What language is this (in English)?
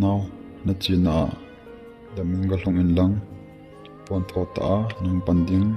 Thado Chin